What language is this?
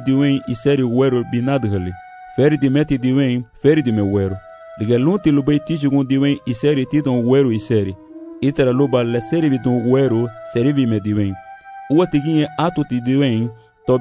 Garifuna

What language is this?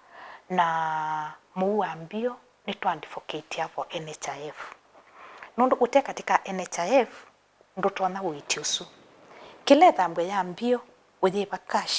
Kamba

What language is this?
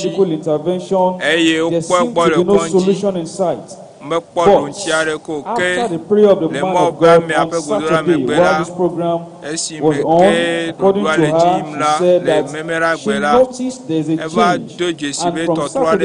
Ewe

